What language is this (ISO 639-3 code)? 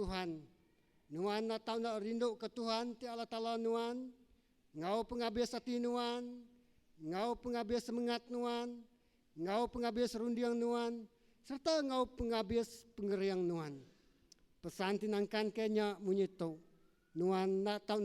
iba